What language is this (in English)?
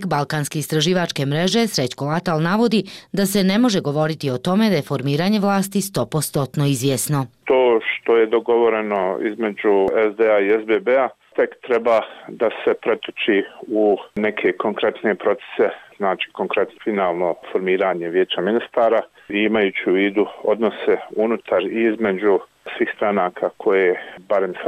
Bosnian